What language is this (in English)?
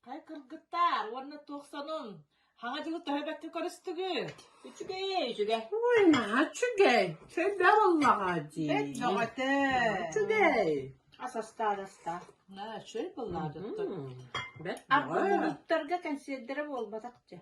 Yakut